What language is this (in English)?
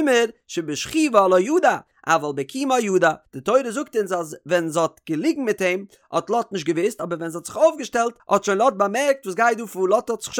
Yiddish